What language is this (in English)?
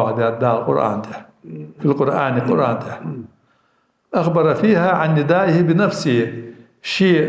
Ingush